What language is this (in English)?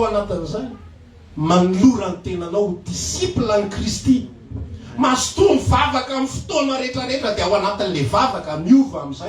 Malagasy